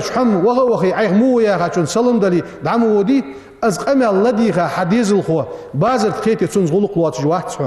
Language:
Ingush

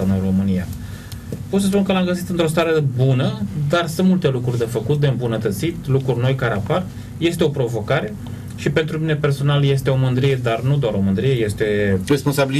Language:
Romanian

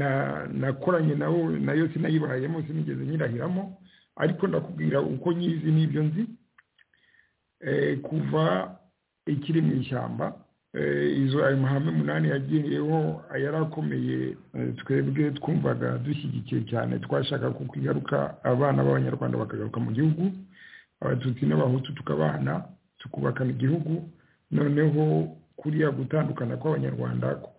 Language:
Kinyarwanda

